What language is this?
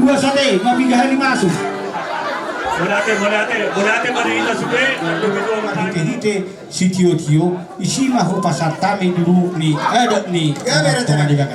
Batak Toba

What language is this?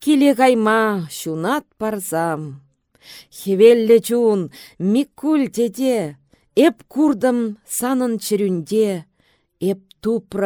Chuvash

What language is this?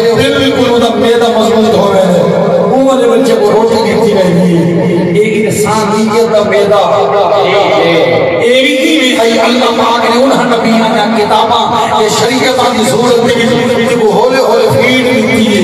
Saraiki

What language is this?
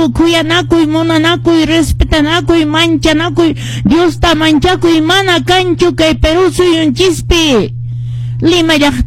Quechua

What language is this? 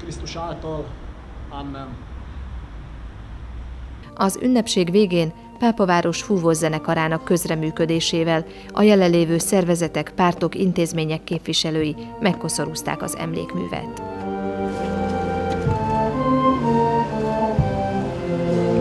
Hungarian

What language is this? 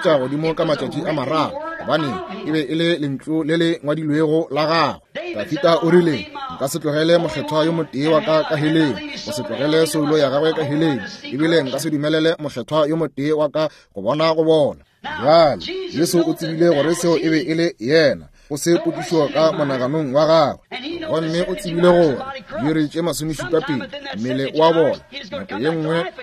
Northern Sotho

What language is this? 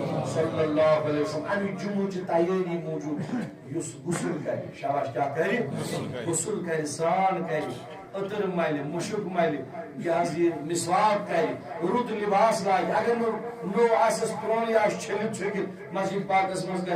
Kashmiri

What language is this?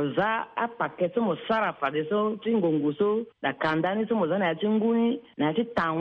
Sango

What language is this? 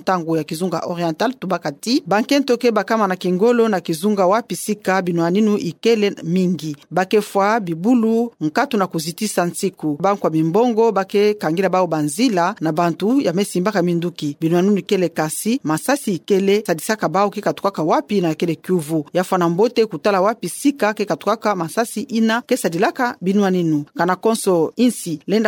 Kituba (Democratic Republic of Congo)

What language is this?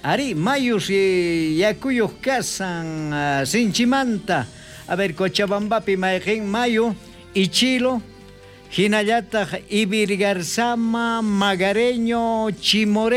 South Bolivian Quechua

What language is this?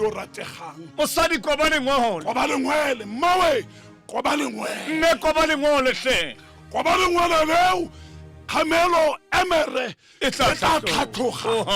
Tswana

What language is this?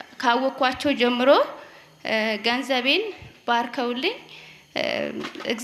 Amharic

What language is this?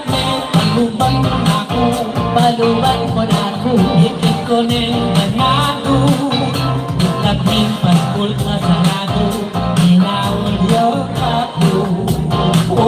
Pampanga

